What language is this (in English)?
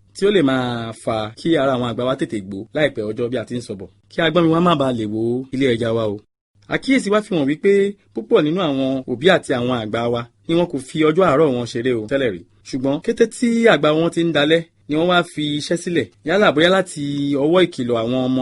Yoruba